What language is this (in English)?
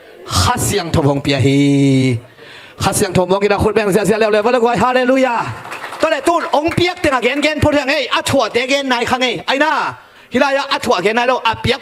Tedim Chin